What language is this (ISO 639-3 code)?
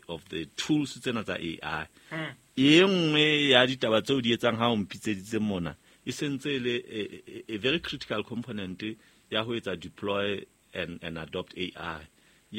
sot